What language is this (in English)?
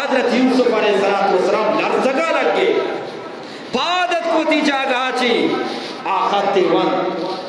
Eastern Balochi